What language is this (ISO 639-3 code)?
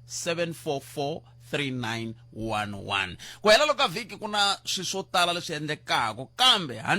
tso